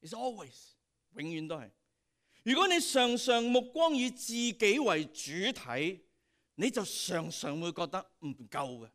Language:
Cantonese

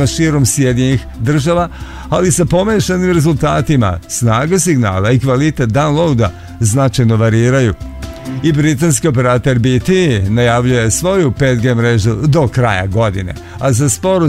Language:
Serbian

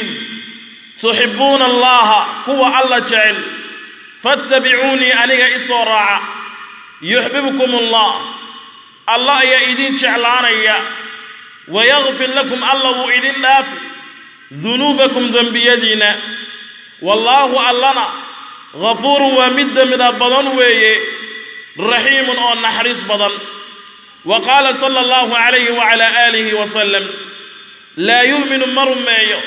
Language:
Somali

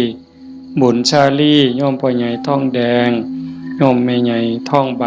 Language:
Northeastern Thai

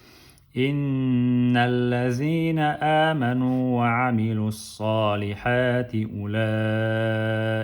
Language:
Chechen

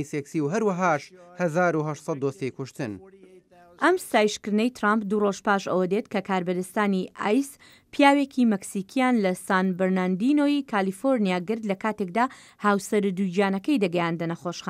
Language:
Central Kurdish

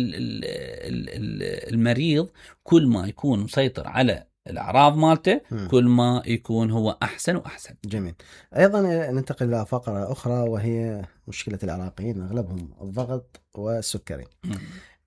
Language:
Mesopotamian Arabic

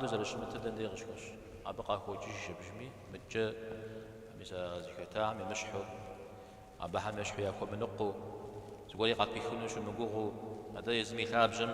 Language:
Kabardian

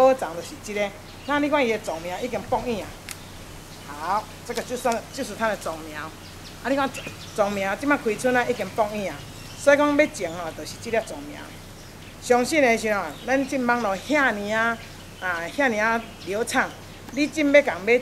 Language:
Min Nan Chinese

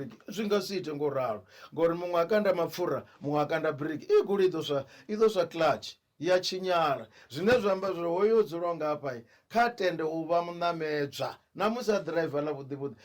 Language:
Venda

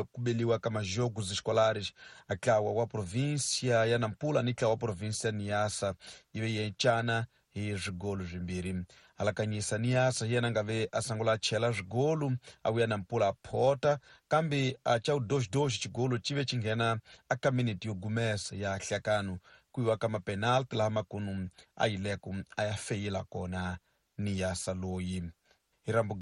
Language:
Tsonga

